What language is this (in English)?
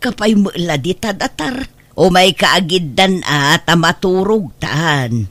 Iloko